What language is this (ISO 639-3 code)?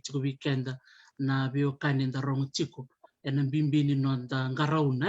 fij